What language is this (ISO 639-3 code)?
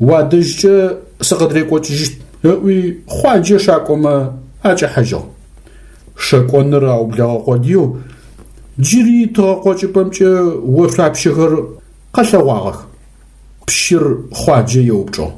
ady